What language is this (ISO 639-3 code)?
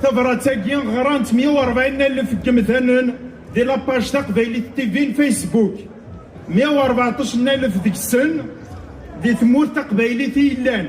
kab